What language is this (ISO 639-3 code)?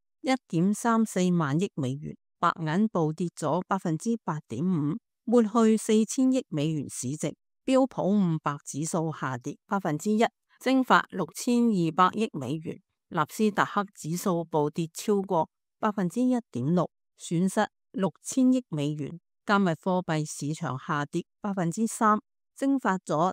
yue